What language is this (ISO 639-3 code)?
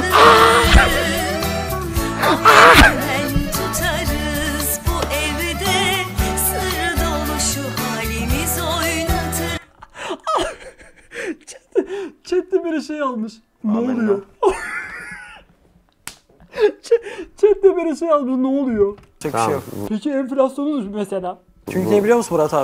tur